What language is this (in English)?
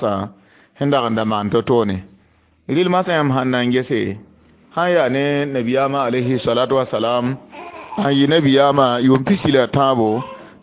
Mossi